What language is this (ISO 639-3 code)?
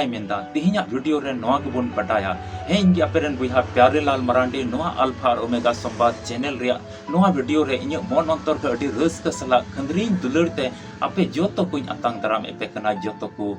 sat